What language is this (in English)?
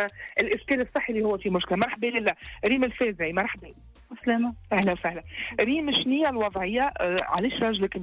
Tunisian Arabic